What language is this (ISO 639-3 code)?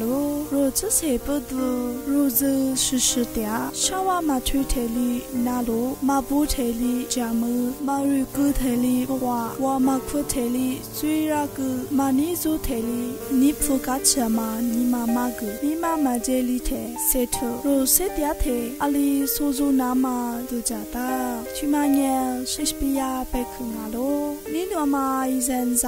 lis